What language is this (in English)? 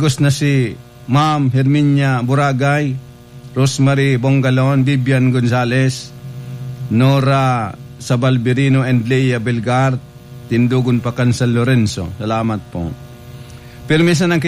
Bikol